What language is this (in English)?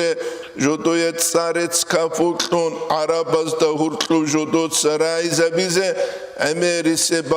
Avaric